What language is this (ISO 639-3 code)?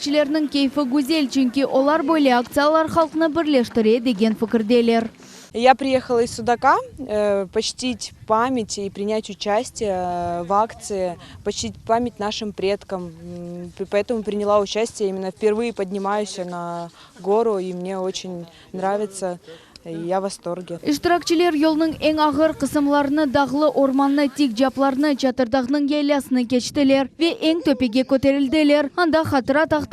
crh